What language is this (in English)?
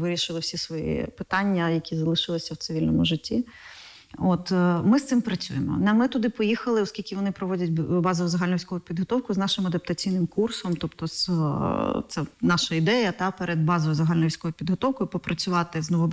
Ukrainian